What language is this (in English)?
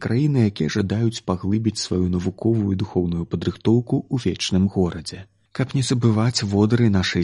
Belarusian